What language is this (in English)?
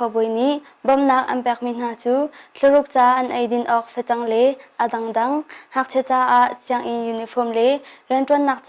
Hakha Chin